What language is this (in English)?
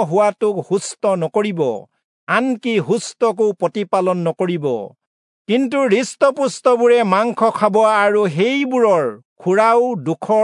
Assamese